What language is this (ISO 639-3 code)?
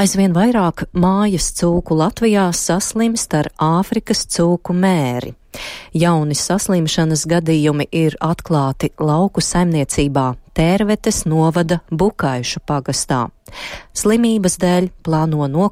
lav